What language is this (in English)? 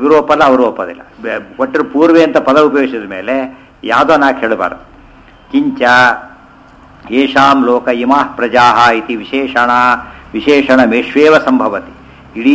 Kannada